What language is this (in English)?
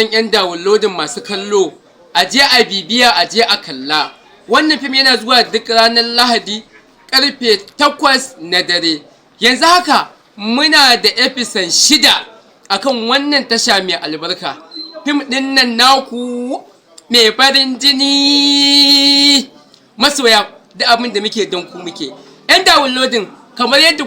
Hausa